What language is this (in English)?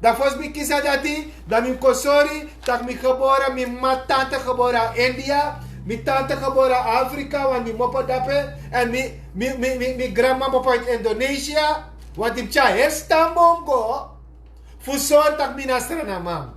Sranan Tongo